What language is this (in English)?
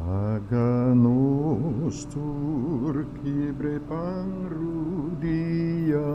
Papiamento